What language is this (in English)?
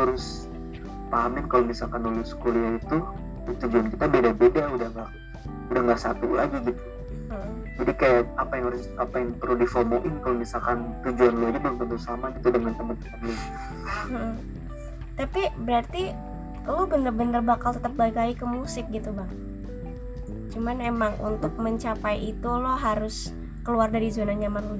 Indonesian